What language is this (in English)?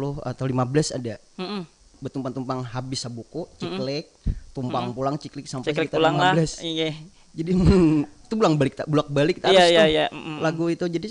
Banjar